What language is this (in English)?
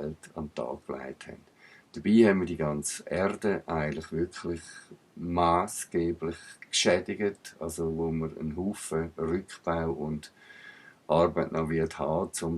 Swiss German